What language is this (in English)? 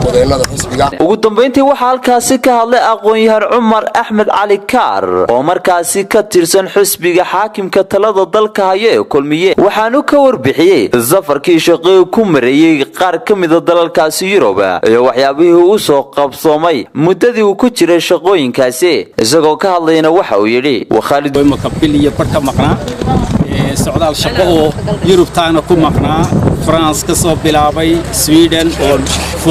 Somali